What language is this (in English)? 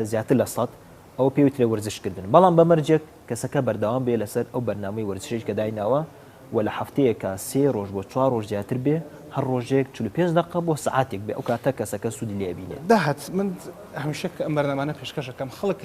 Central Kurdish